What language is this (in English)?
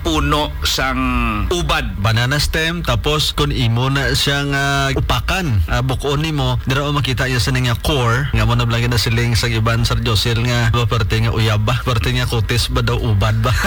Hiligaynon